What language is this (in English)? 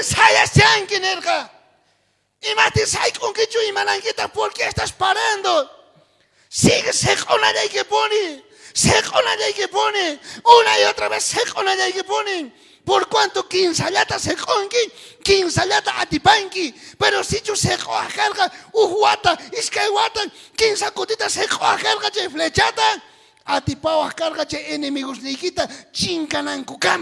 South Bolivian Quechua